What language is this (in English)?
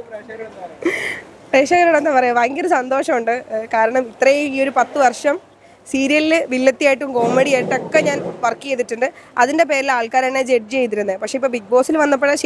Malayalam